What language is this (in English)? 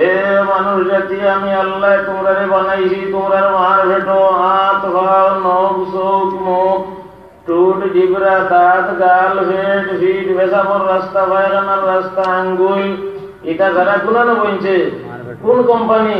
Sylheti